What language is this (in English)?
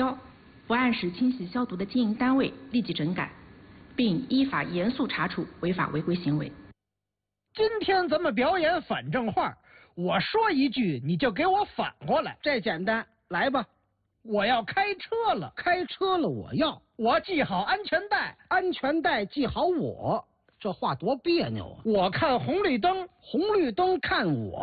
Chinese